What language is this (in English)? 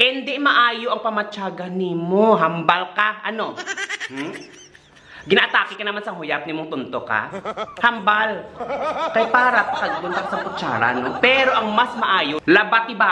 Hiligaynon